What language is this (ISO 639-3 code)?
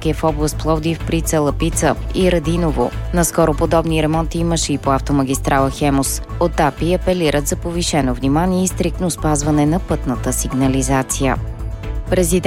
bul